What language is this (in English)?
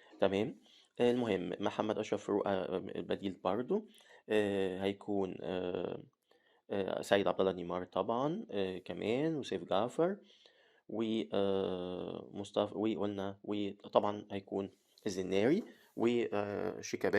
Egyptian Arabic